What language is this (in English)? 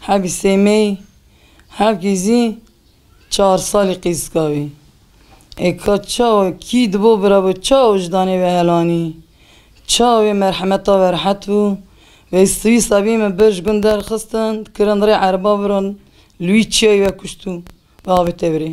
Kurdish